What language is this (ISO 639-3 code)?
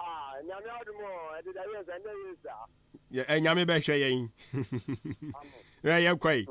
aka